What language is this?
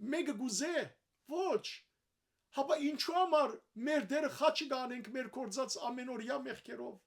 Western Armenian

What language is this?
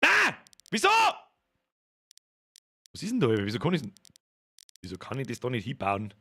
Bavarian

